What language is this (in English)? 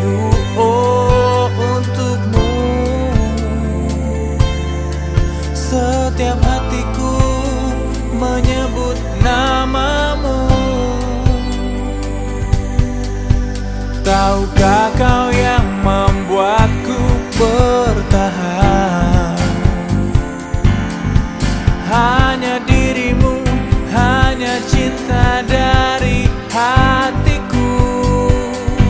Indonesian